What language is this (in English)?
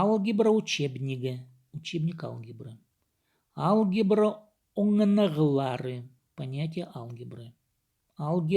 Khakas